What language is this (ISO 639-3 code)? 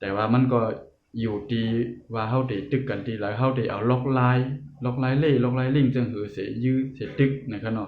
shn